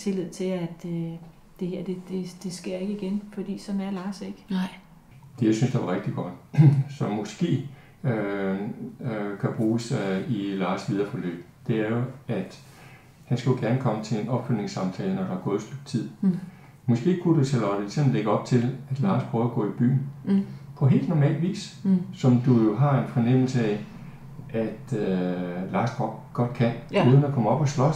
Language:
Danish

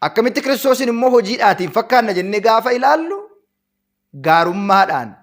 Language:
Oromo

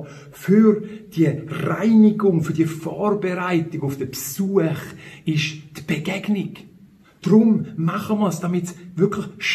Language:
Swiss German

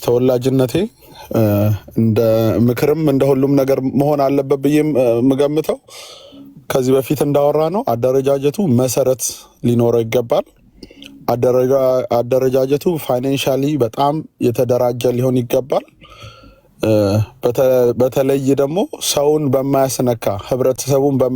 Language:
Amharic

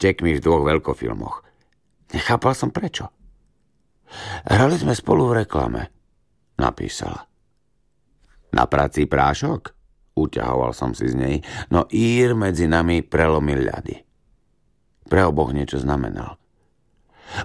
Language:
Slovak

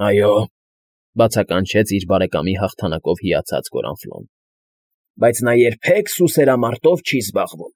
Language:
Armenian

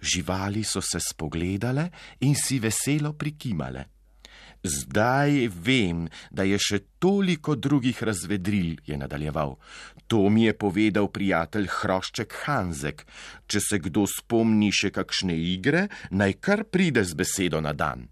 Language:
Slovenian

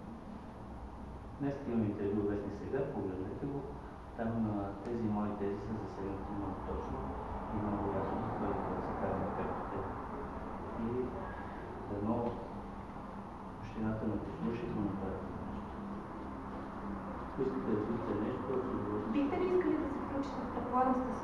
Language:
Bulgarian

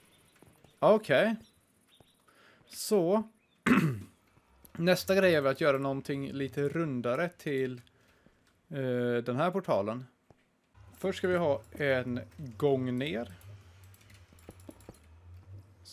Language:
Swedish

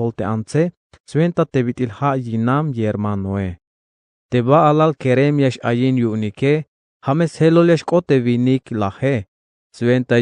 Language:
Tzeltal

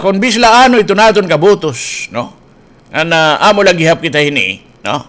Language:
Waray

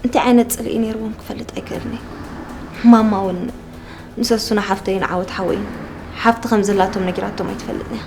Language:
Tigrinya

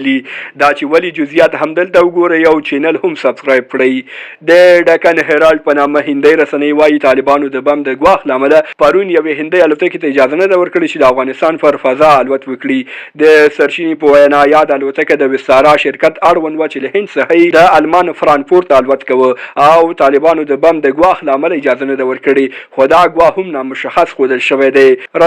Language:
Pashto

